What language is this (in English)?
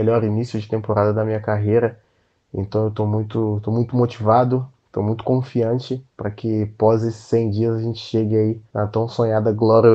Portuguese